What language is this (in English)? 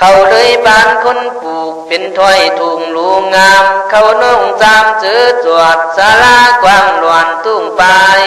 Khün